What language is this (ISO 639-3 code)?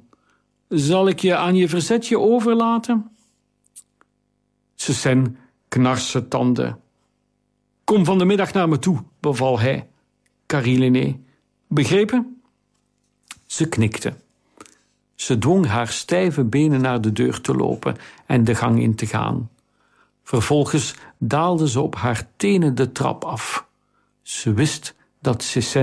nld